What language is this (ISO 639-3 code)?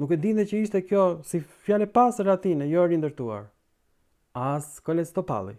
sqi